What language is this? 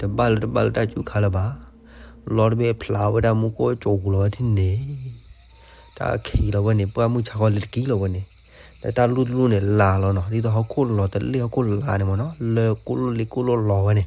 S'gaw Karen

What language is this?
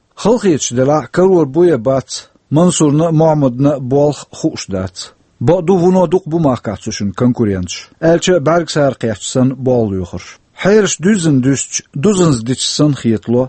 Chechen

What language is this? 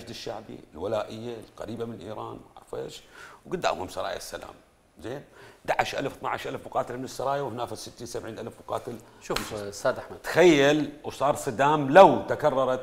Mesopotamian Arabic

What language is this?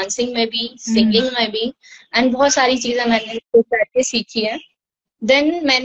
Hindi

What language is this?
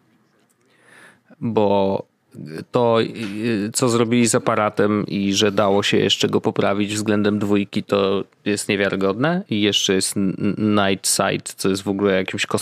Polish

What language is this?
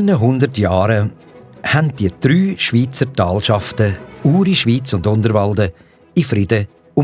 Swiss German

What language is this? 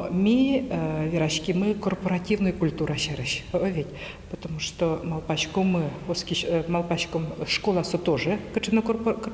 Udmurt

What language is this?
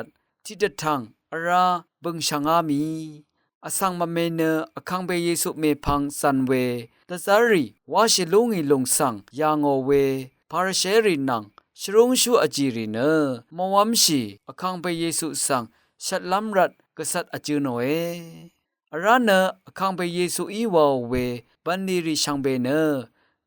Rawang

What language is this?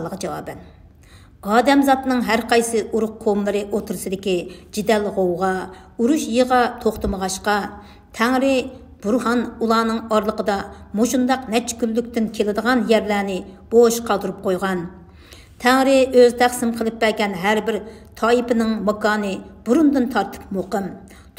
Uyghur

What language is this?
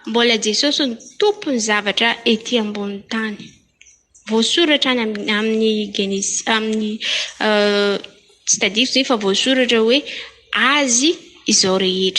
Malagasy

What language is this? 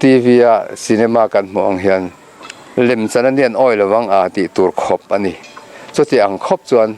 Mizo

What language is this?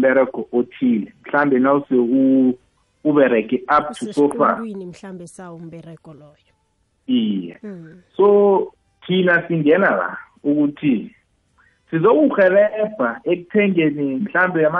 South Ndebele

